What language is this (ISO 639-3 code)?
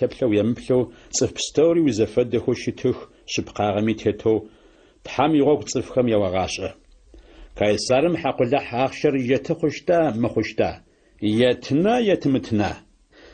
ady